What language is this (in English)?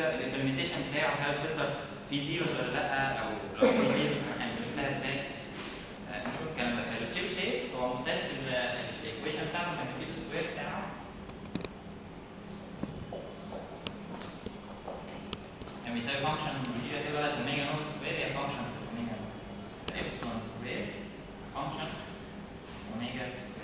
Egyptian Arabic